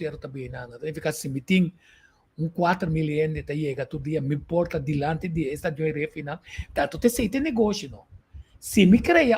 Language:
Papiamento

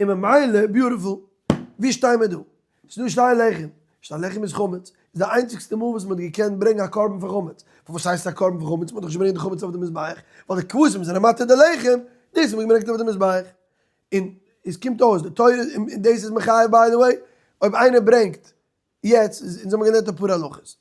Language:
Yiddish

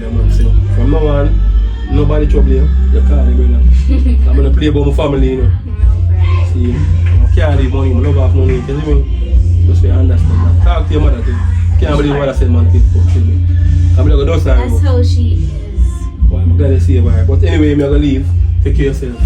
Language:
Jamaican Creole English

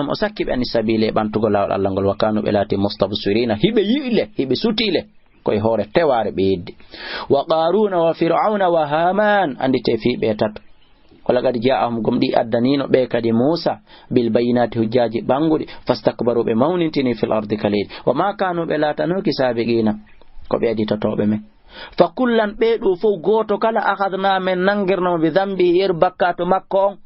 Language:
Fula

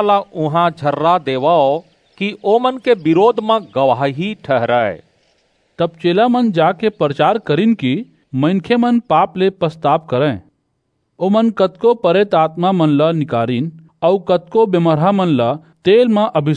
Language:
Chhattisgarhi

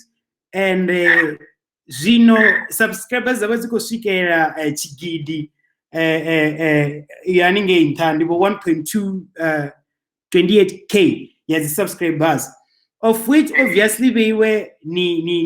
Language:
Venda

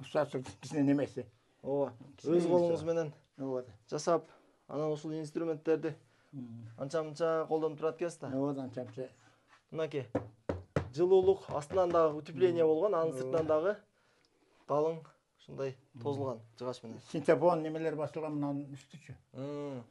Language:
Kyrgyz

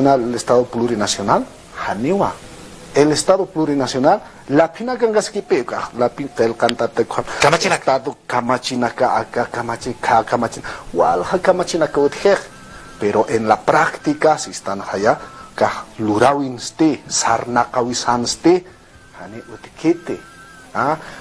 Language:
Aymara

